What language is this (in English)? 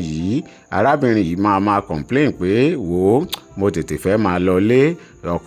Yoruba